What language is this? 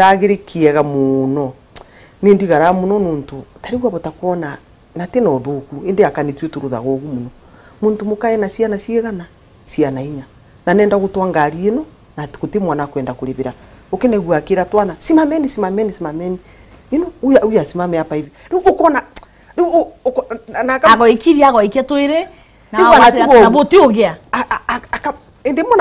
Meru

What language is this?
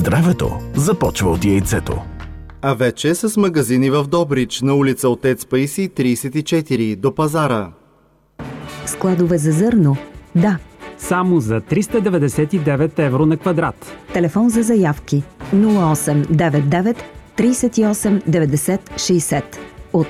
Bulgarian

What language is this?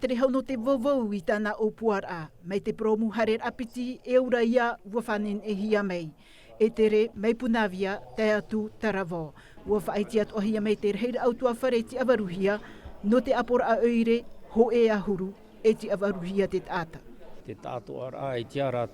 Tahitian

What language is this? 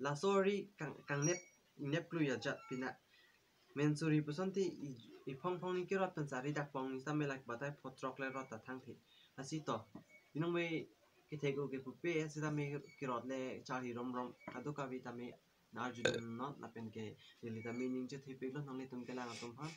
Karbi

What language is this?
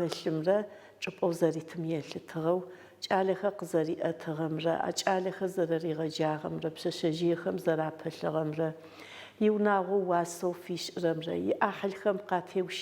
Adyghe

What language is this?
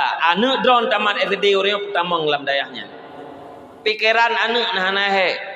Achinese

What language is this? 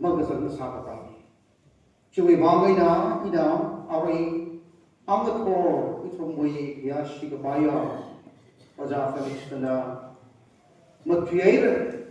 Tangkhul Naga (India)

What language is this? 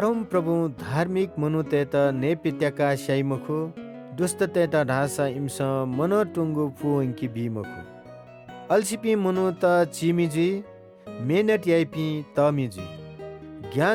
Newari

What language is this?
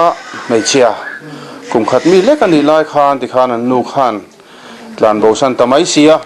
Mizo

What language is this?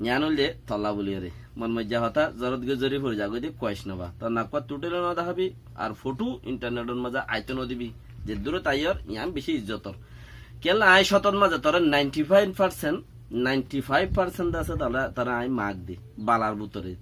Rohingya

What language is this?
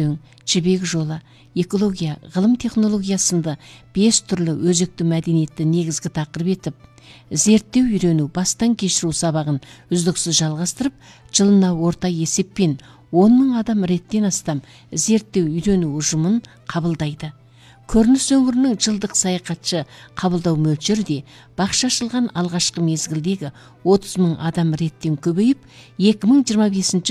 Kazakh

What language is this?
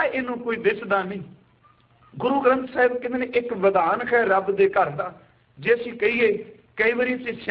Punjabi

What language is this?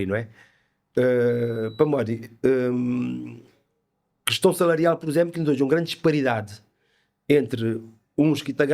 Kabuverdianu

